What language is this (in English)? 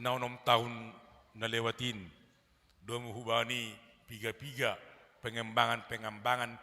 Batak Simalungun